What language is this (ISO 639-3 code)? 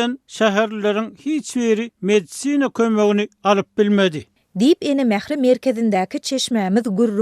tuk